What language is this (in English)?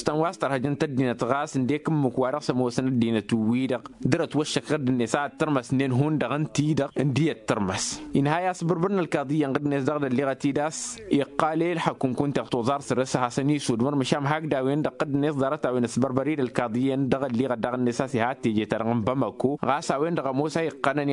Tamasheq